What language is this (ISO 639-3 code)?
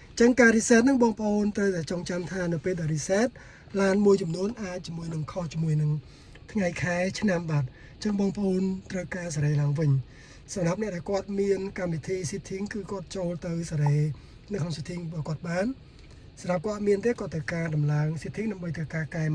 khm